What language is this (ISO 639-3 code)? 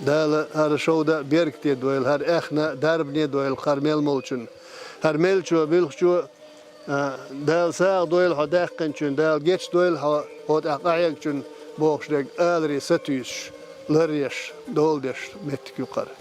che